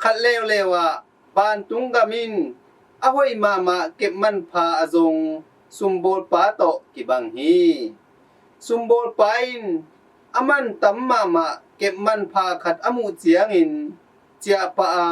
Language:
Tedim Chin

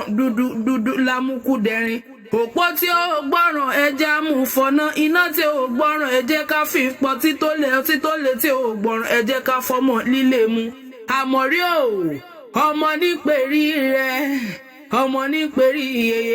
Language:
Yoruba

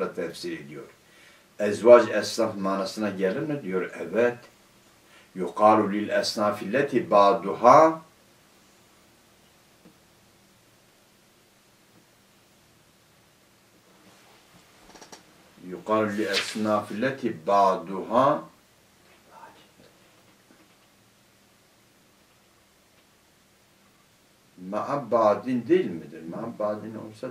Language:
Turkish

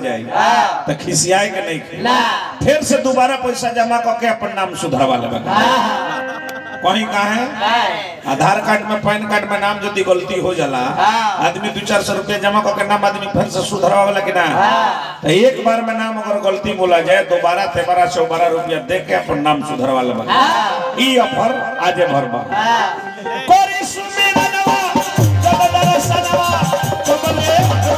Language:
Bhojpuri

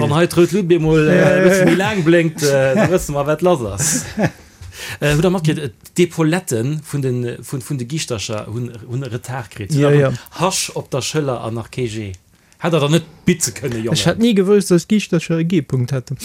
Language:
Luxembourgish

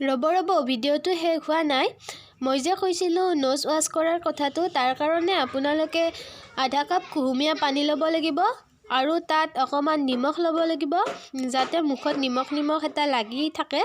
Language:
Assamese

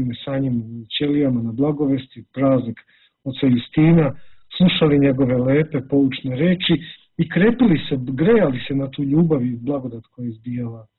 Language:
Serbian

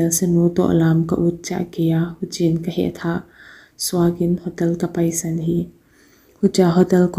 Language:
Paite Chin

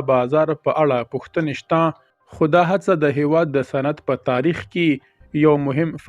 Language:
Pashto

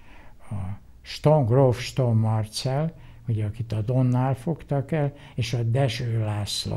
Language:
Hungarian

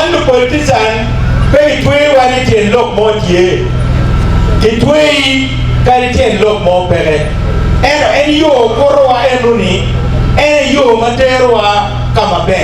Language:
Acoli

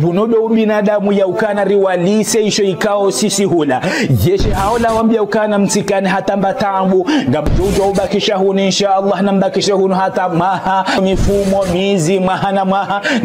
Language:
Ngazidja Comorian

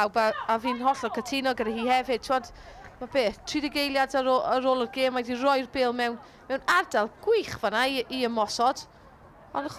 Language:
Welsh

